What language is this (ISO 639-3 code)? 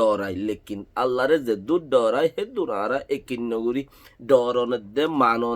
rhg